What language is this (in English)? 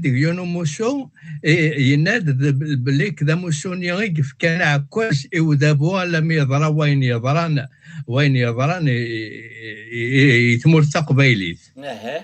Kabyle